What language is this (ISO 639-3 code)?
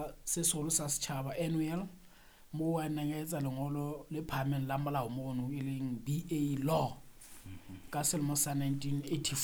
sot